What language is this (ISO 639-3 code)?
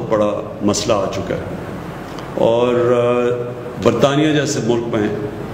urd